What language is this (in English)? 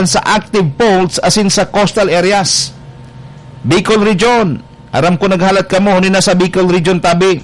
Bikol